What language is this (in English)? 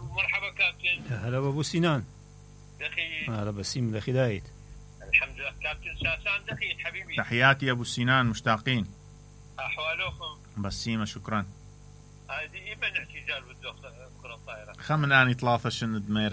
Mesopotamian Arabic